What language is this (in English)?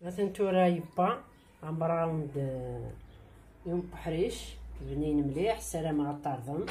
Kabyle